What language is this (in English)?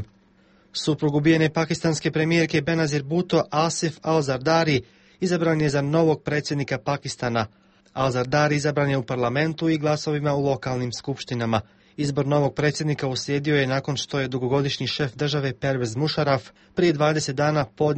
Croatian